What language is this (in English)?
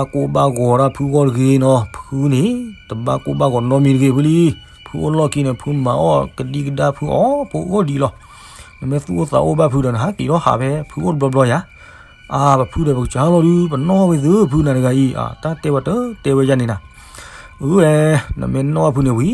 S'gaw Karen